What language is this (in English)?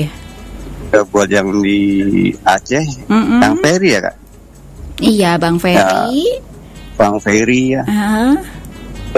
Indonesian